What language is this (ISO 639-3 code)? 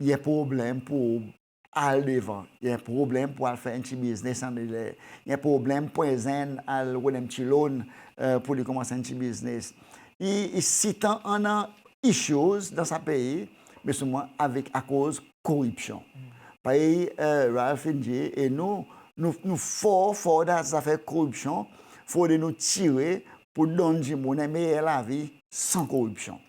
crs